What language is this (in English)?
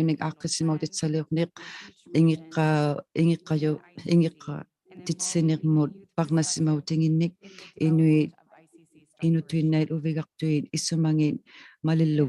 Inuktitut